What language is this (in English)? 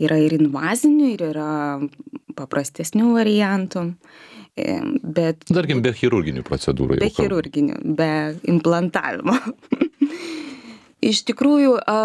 Lithuanian